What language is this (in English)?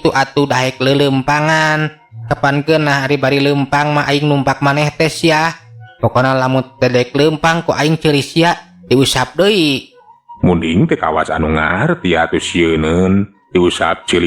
Sundanese